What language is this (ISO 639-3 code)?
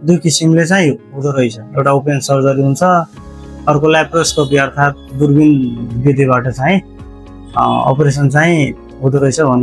nep